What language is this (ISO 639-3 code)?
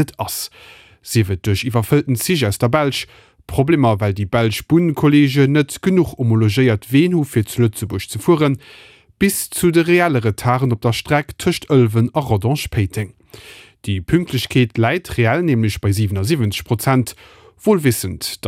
ltz